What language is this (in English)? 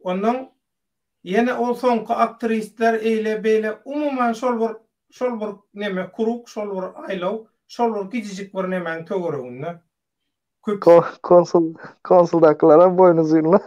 Turkmen